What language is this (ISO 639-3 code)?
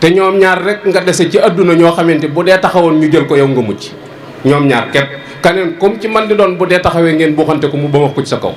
wol